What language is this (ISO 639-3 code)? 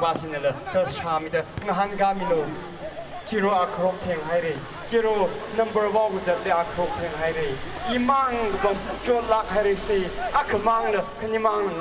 nmf